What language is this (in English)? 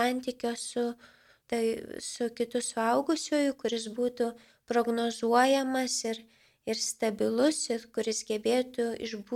Lithuanian